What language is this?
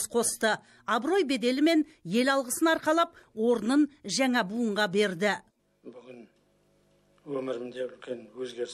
Kazakh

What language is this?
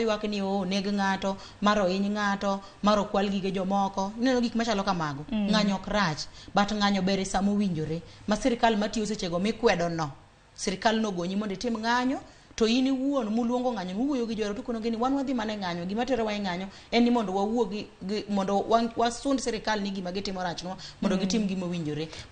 Luo (Kenya and Tanzania)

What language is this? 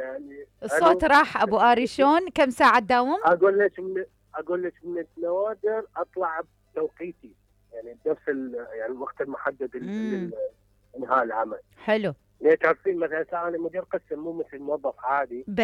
Mesopotamian Arabic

